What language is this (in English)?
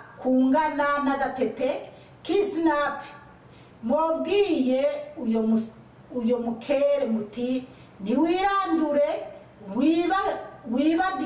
Rundi